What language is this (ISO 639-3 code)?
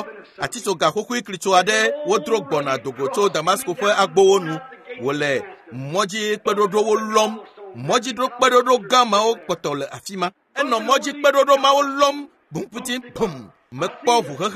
ewe